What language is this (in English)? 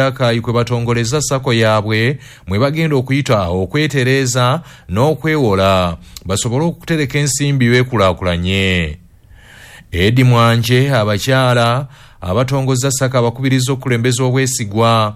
Ganda